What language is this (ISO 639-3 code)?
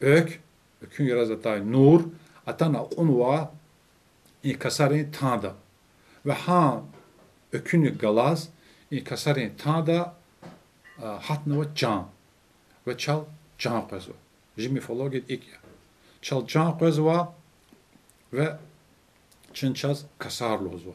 lez